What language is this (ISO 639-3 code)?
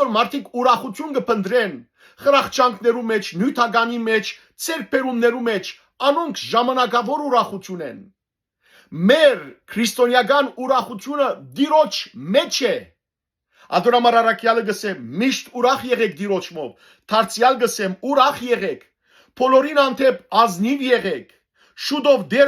hyw